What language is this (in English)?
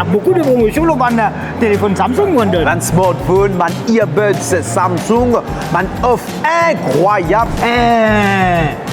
Morisyen